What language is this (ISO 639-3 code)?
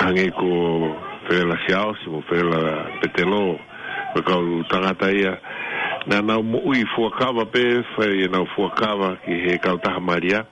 ton